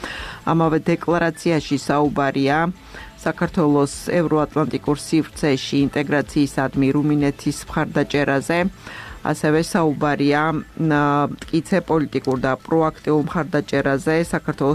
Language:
Georgian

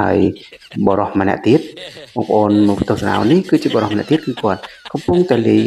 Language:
Khmer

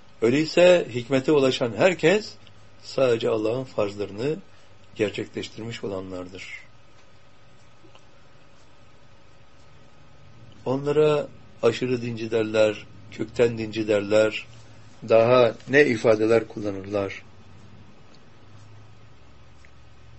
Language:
Turkish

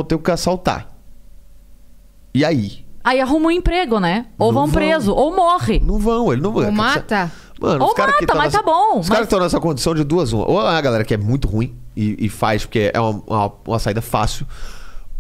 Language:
Portuguese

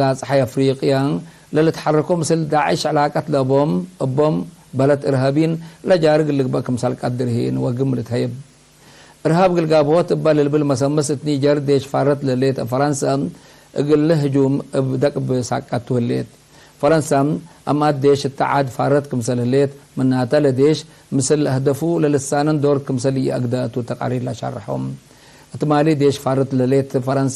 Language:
Tigre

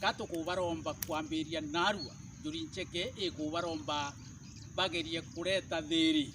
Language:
Meru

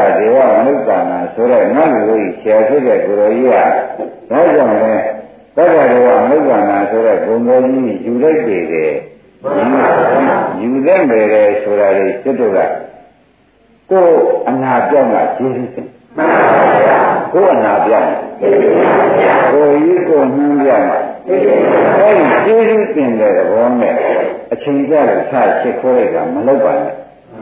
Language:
Burmese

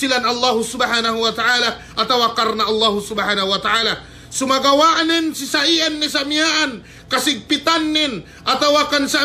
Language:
Yakan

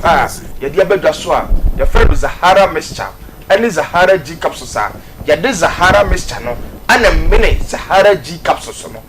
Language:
Akan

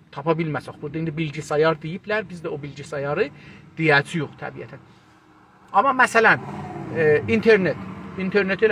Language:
South Azerbaijani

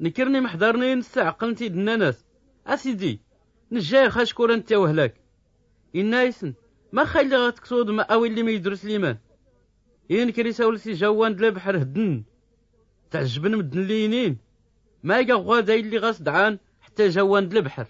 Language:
Tachelhit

